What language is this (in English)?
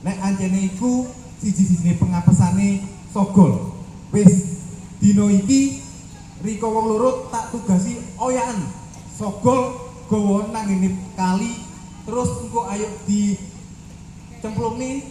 Javanese